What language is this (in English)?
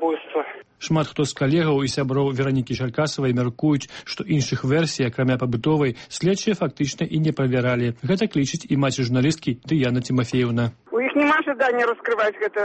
Belarusian